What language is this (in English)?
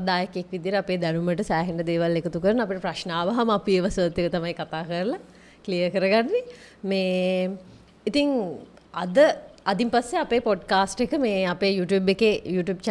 Sinhala